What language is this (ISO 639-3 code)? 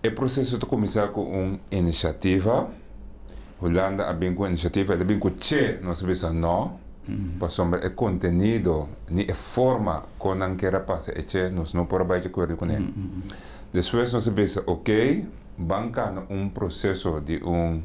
pap